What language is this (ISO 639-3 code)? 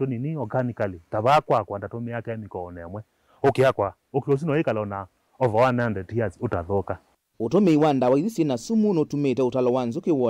kam